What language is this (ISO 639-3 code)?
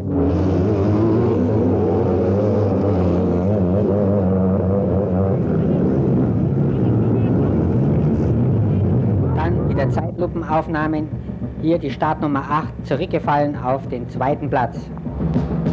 deu